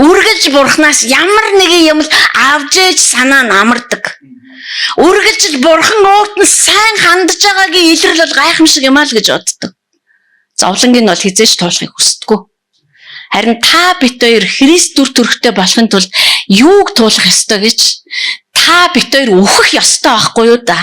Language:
Mongolian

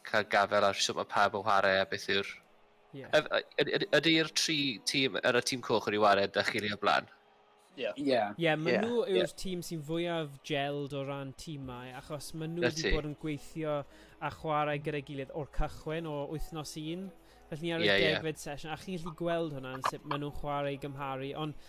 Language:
Welsh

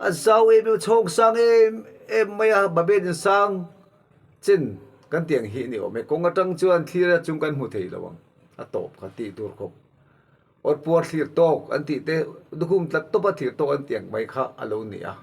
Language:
Mizo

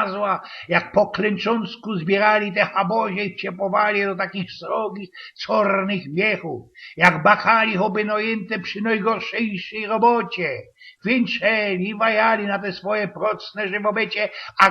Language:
Silesian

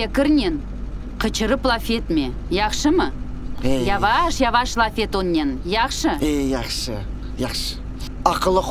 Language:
Crimean Tatar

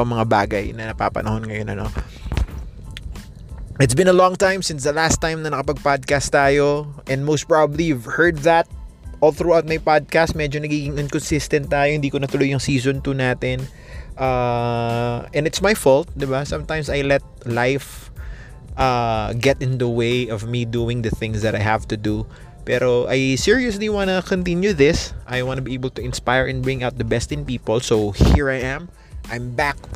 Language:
Filipino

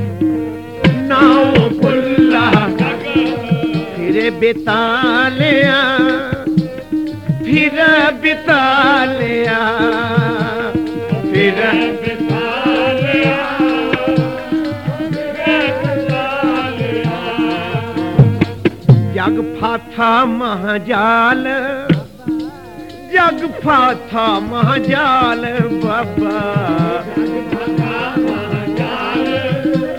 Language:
Punjabi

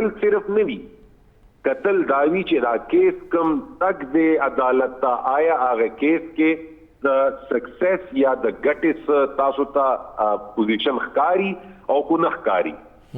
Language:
Pashto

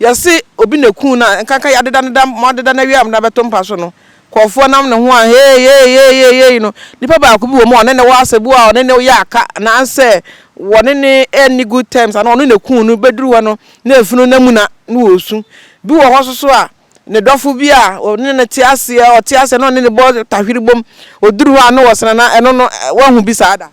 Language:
Akan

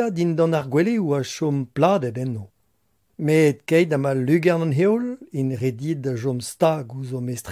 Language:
Breton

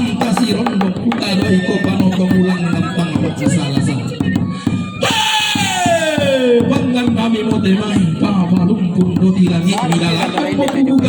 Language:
Toraja-Sa'dan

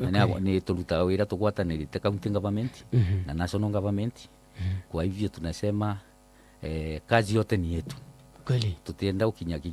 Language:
Meru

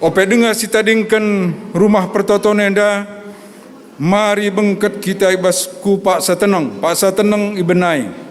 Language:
Batak Karo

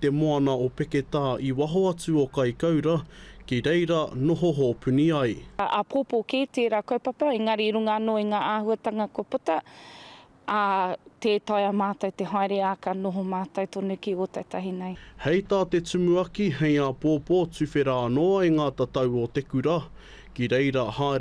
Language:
Māori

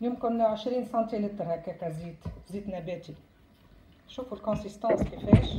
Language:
Tunisian Arabic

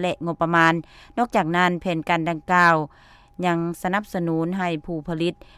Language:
Lao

